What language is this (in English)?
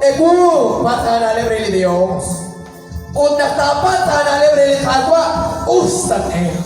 Kekchí